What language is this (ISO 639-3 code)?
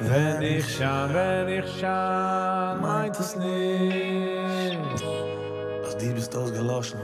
yid